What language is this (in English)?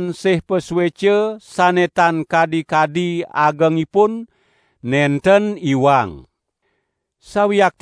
Balinese